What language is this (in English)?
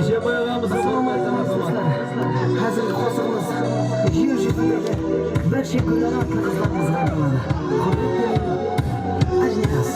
Kara-Kalpak